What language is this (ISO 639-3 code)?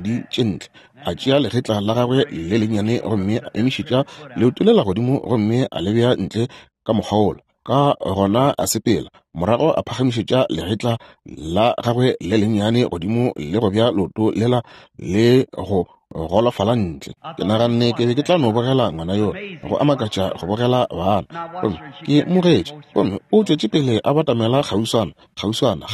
nso